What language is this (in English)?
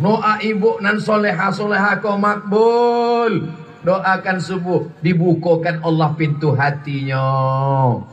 Minangkabau